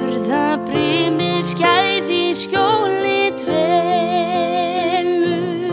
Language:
Icelandic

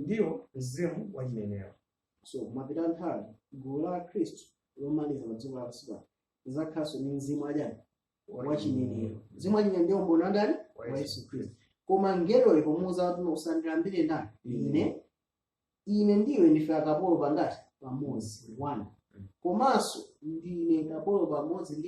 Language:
Nyanja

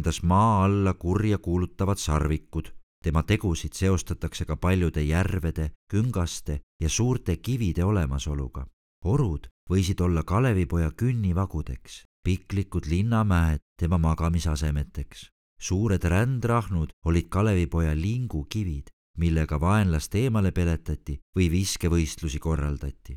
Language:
Estonian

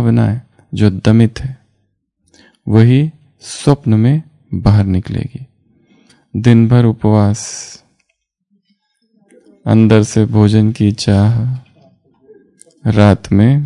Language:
Hindi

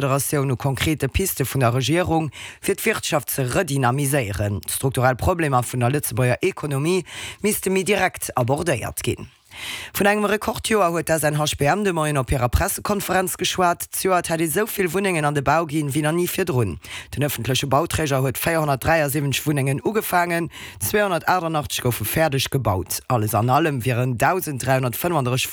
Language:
Luxembourgish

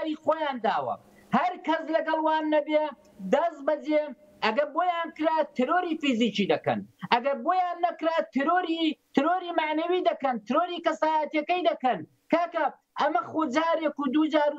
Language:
Central Kurdish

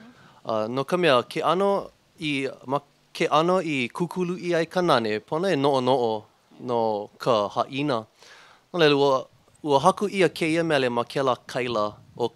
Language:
Hawaiian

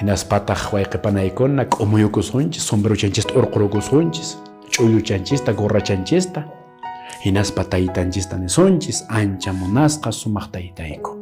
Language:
Quechua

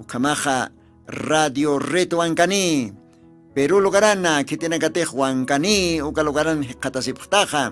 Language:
Aymara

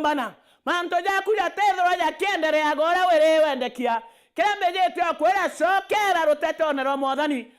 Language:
Meru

